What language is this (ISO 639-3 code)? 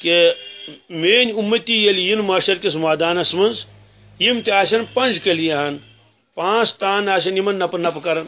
kas